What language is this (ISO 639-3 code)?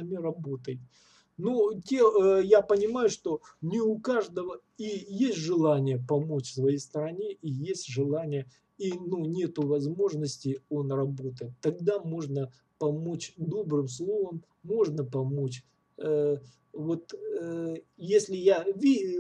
rus